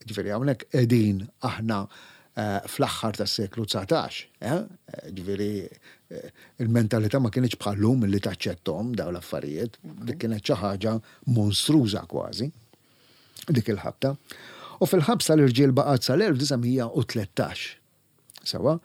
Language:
Maltese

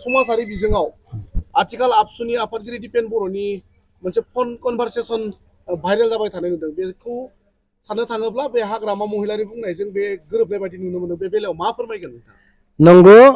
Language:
Bodo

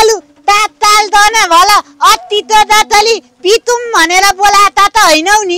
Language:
Nepali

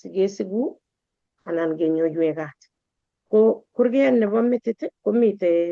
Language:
Kalenjin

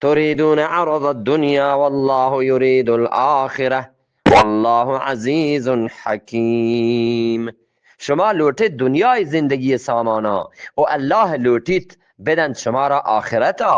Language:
Eastern Balochi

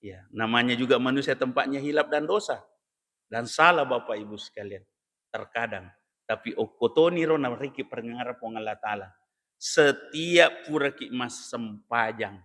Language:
Buginese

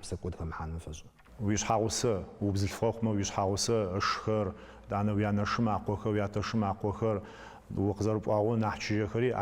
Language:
Adyghe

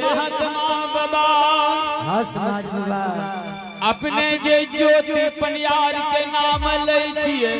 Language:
Angika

